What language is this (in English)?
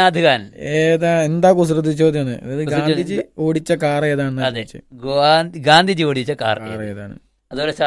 Malayalam